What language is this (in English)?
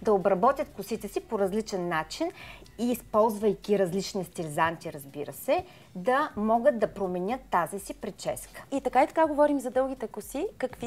Bulgarian